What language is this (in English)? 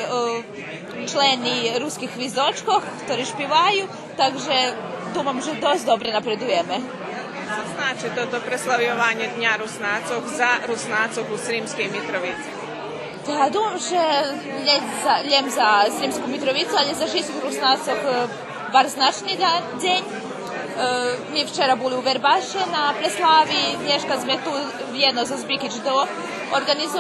Rusyn